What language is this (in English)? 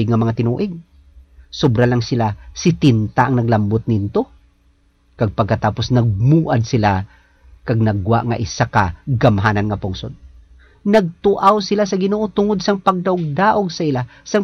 Hiligaynon